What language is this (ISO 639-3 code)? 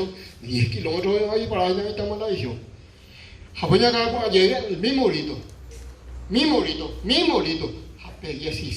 grn